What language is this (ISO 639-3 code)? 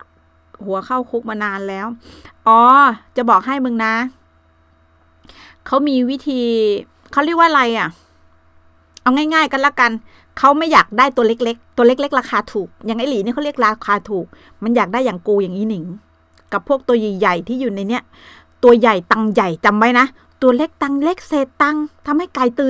tha